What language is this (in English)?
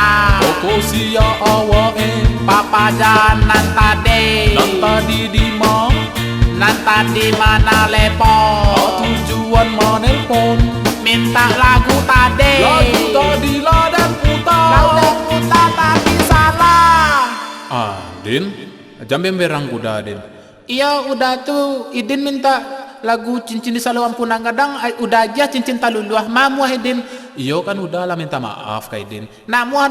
Minangkabau